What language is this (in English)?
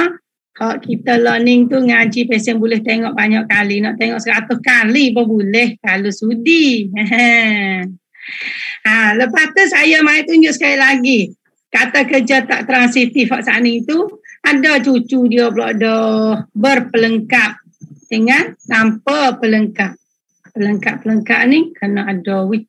Malay